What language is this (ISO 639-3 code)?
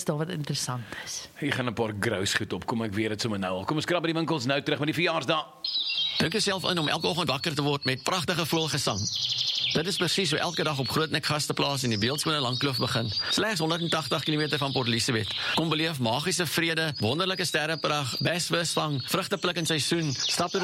afr